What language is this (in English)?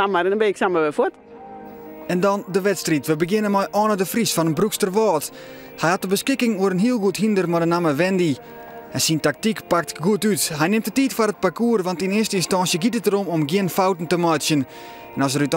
Western Frisian